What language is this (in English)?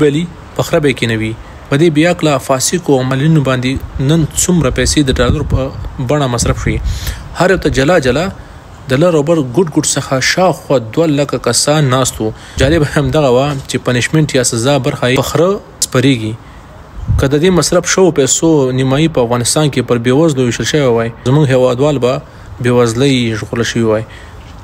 Pashto